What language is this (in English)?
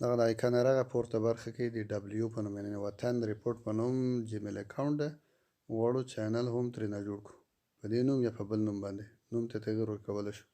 Pashto